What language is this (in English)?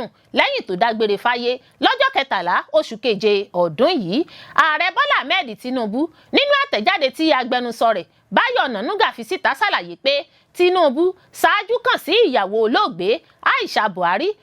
Yoruba